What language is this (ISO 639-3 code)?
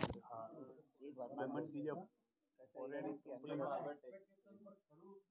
guj